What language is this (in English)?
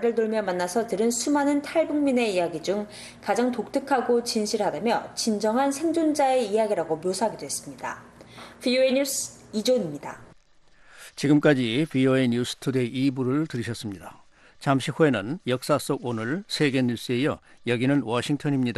Korean